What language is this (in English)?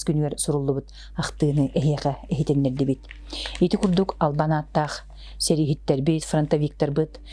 Yakut